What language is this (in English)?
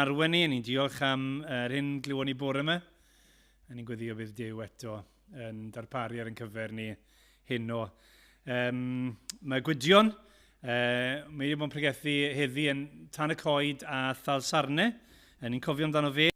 Welsh